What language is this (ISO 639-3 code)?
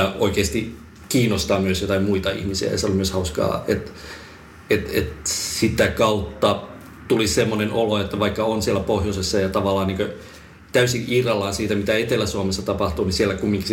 fin